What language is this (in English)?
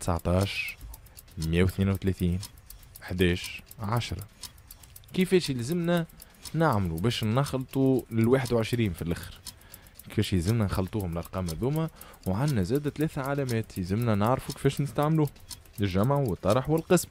Tunisian Arabic